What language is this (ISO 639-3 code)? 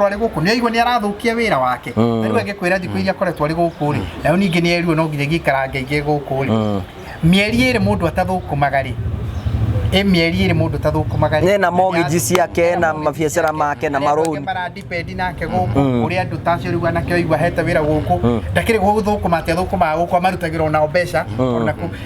kik